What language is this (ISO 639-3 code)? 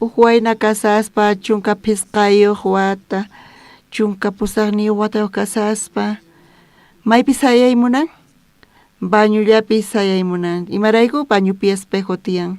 quh